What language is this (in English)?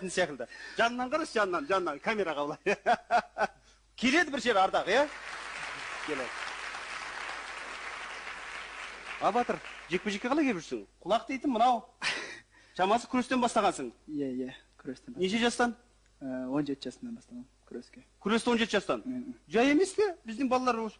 Kazakh